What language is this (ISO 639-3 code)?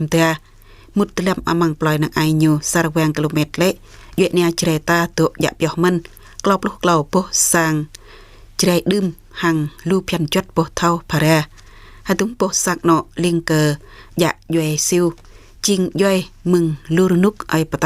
jra